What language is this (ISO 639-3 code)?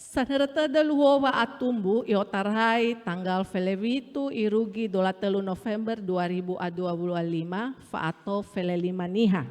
nia